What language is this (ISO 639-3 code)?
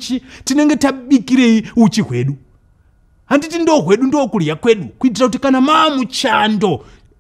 sna